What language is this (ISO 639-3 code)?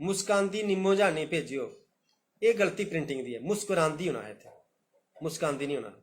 doi